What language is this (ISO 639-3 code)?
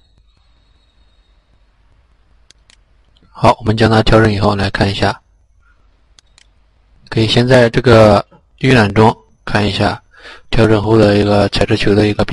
zho